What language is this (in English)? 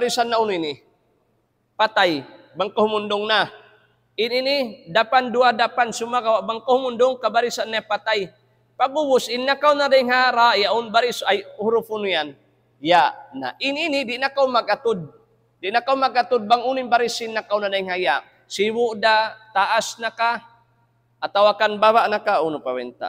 Tausug